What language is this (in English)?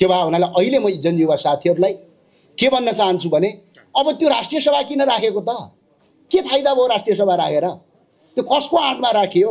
Nepali